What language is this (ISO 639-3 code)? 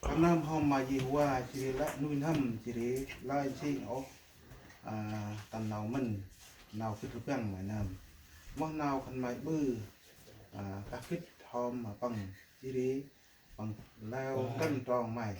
cmo